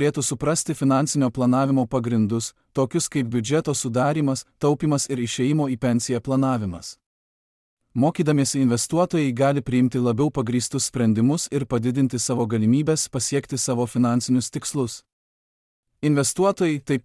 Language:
Lithuanian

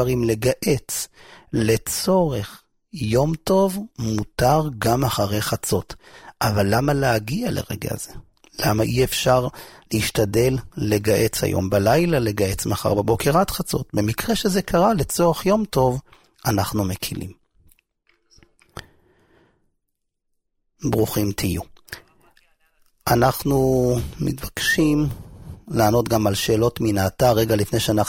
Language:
Hebrew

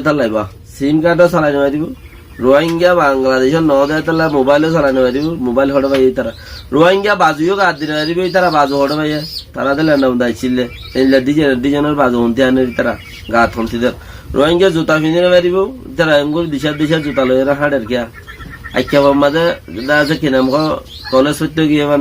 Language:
Rohingya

